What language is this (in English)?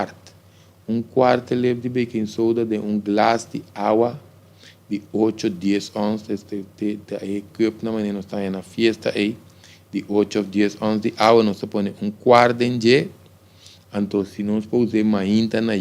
Papiamento